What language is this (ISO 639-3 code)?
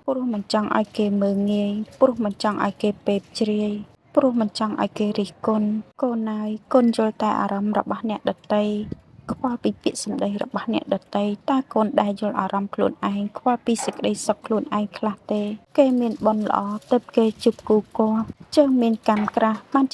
khm